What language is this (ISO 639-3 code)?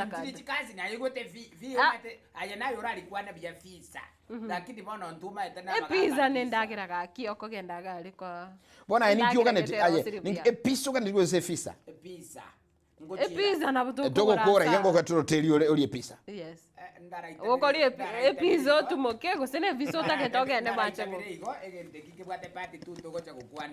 guz